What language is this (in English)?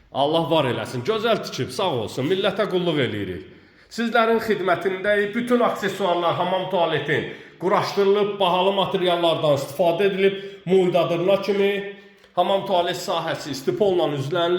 Azerbaijani